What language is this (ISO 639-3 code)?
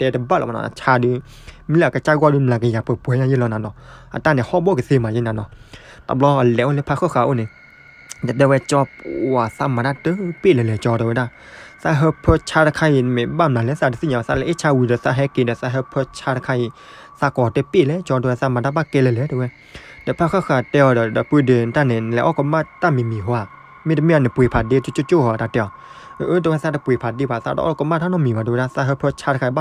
ksw